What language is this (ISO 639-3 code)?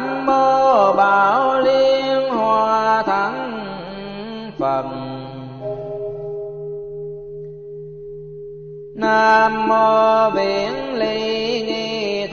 vie